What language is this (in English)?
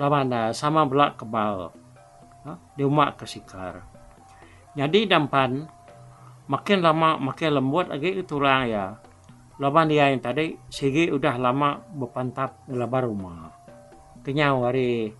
Iban